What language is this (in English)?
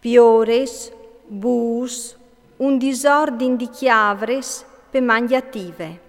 Friulian